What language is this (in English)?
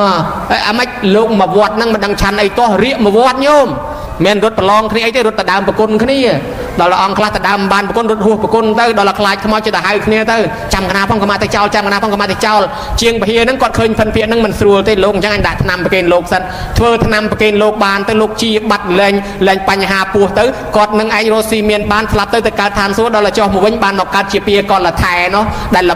Khmer